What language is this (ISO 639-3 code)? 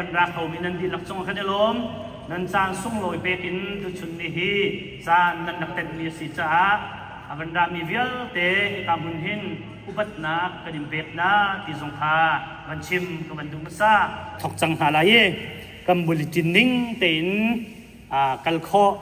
cnh